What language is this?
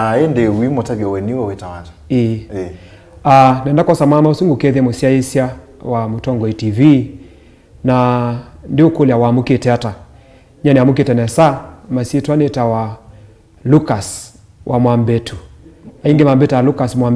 Kamba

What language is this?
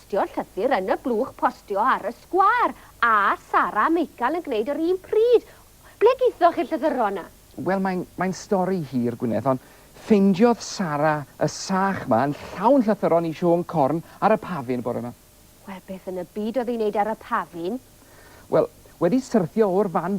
Welsh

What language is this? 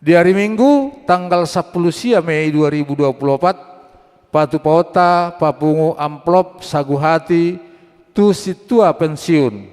Batak Toba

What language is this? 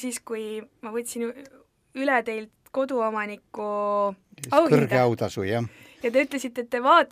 Estonian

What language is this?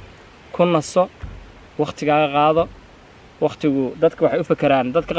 Somali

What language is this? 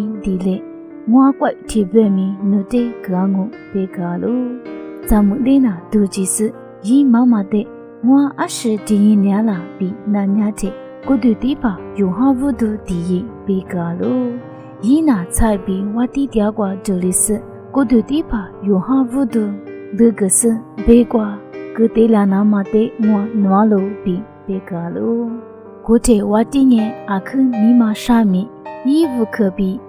Lisu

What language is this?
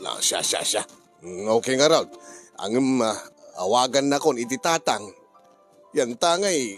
Iloko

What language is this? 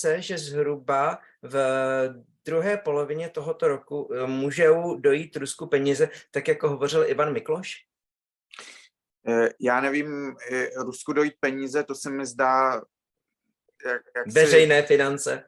Czech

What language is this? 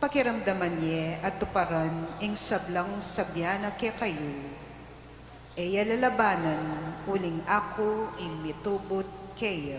Pampanga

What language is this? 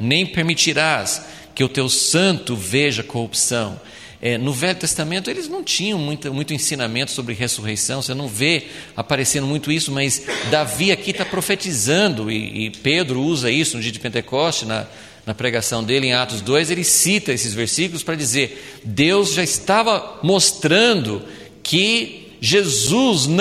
Portuguese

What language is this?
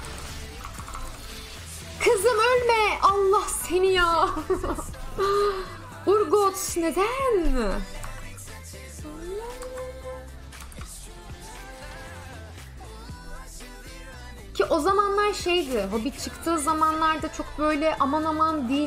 Turkish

